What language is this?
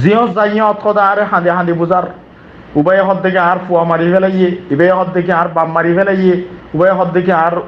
Rohingya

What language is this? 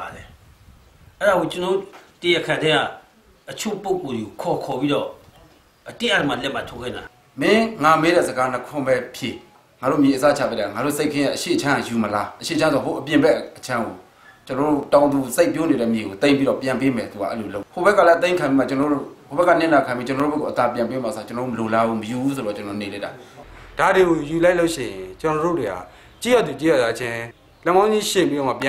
Burmese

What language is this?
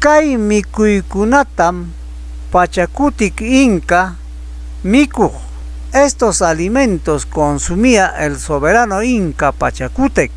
Ayacucho Quechua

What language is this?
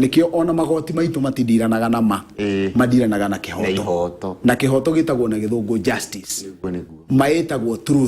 Kikuyu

